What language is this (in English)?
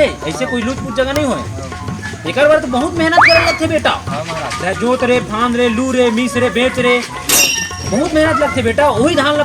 Chhattisgarhi